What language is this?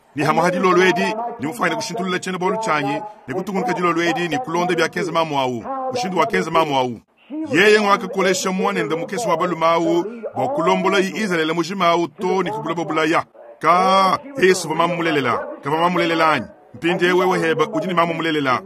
Luba-Lulua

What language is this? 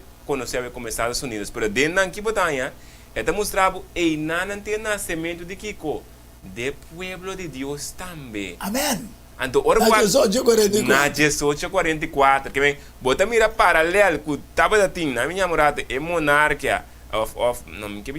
Papiamento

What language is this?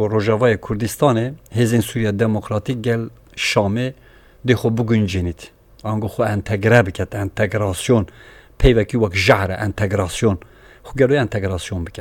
Kurdish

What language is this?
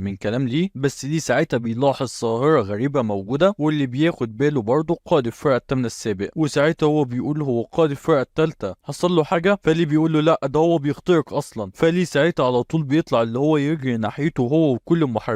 Egyptian Arabic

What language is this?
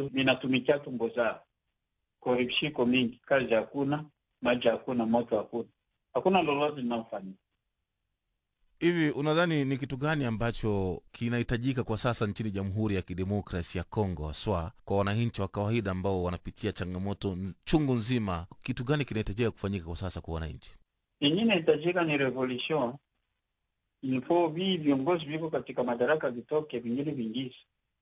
Swahili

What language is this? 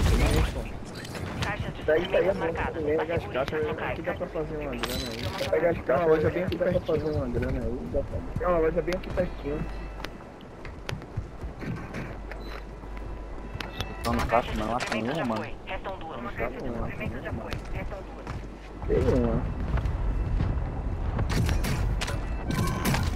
Portuguese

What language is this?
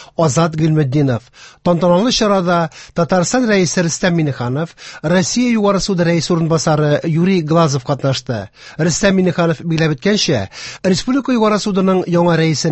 Tatar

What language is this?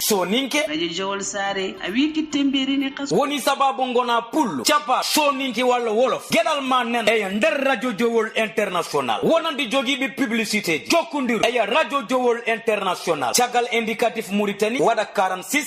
Fula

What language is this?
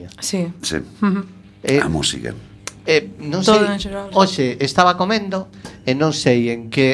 Galician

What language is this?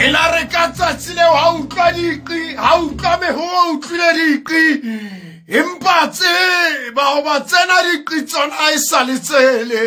Southern Sotho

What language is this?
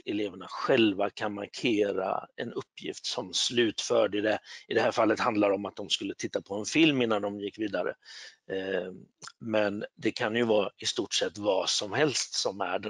Swedish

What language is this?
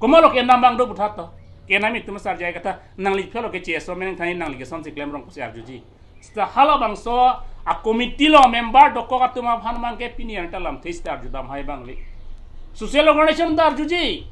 Karbi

